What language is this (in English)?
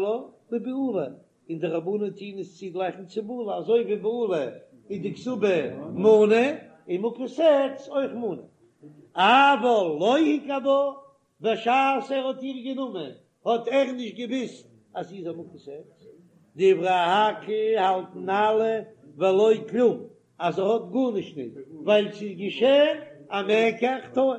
Yiddish